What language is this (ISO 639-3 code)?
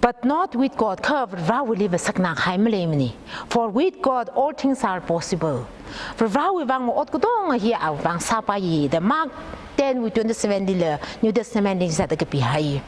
nmf